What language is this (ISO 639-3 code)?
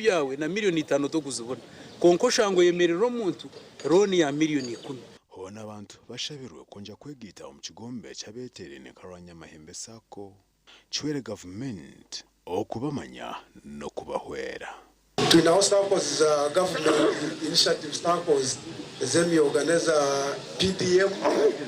nyn